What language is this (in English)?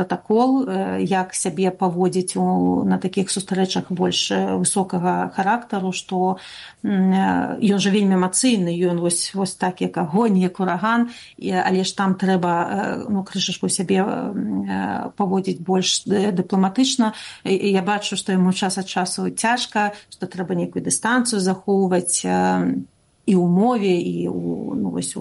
Belarusian